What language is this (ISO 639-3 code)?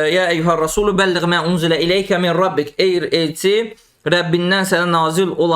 aze